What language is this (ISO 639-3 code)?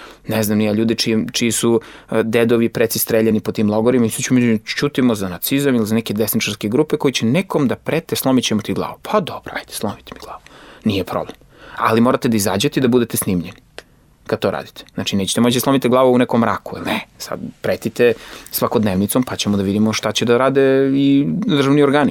srp